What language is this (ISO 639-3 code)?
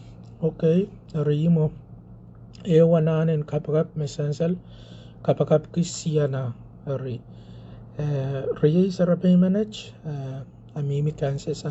pon